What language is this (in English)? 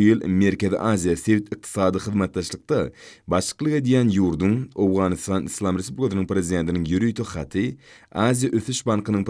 Turkmen